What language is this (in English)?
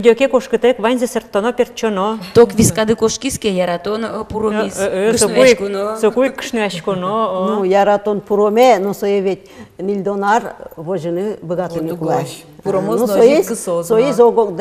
Udmurt